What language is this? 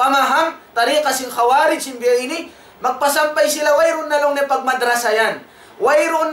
Tausug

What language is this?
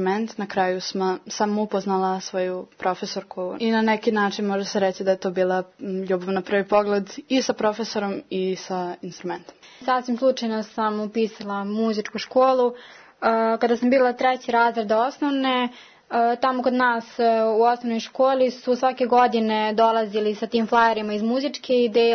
Serbian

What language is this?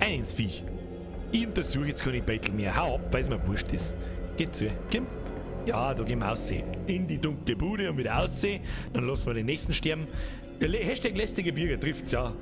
Bavarian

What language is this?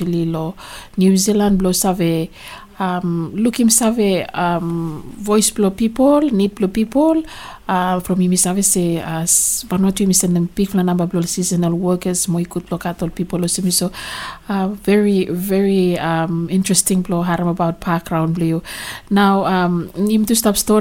Bislama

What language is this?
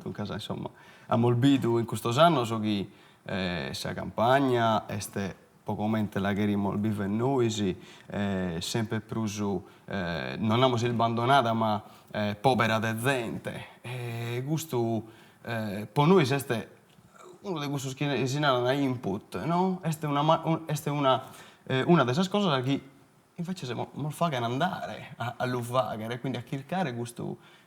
Sardinian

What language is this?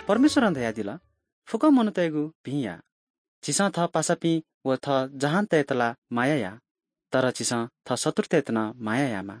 Newari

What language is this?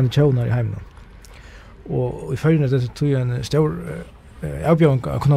Faroese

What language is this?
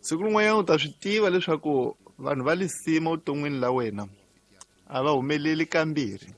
Tsonga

